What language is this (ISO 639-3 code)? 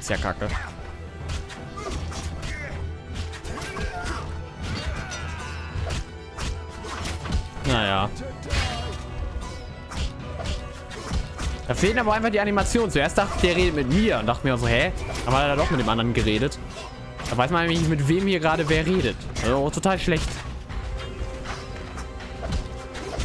deu